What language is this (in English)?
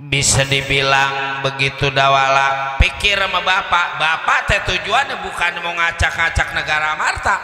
Betawi